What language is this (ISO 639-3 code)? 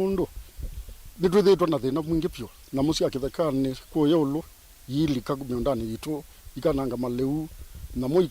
kam